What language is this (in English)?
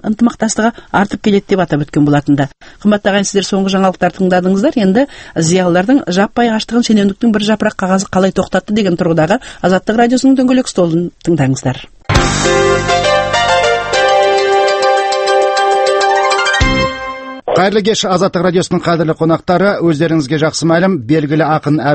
Kazakh